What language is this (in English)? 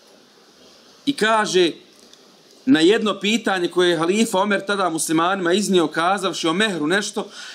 Bosnian